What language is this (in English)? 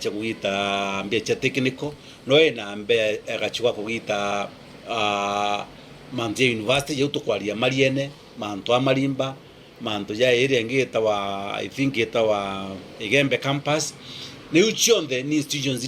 Meru